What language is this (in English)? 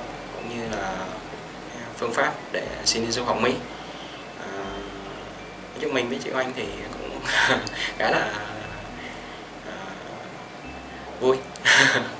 Vietnamese